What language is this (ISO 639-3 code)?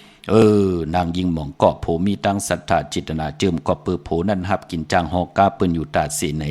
shn